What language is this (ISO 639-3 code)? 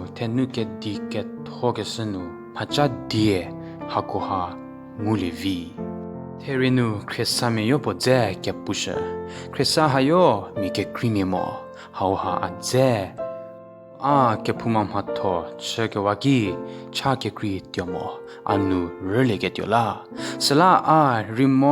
njm